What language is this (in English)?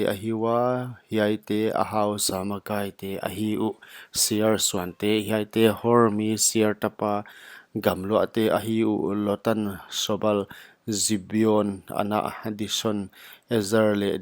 Paite Chin